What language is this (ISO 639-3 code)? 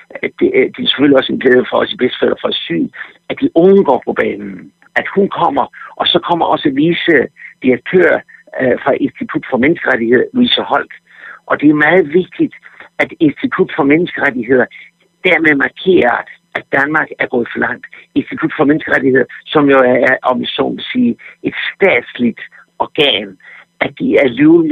dan